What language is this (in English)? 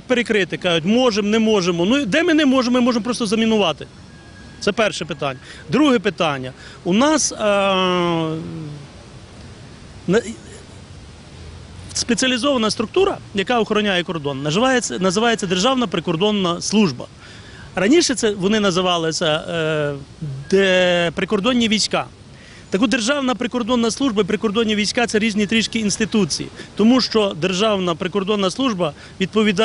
Ukrainian